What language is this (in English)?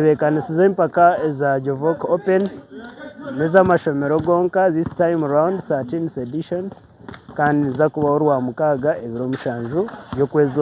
Nyankole